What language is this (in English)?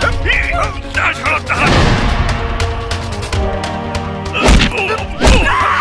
Bhojpuri